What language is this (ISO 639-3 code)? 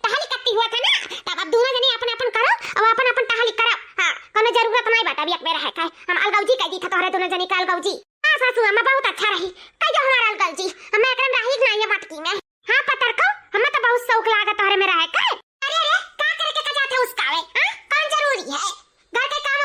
awa